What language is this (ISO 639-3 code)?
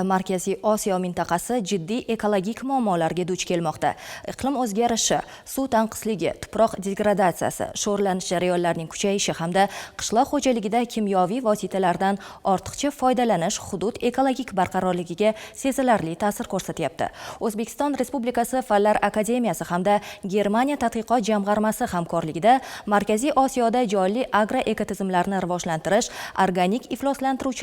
uzb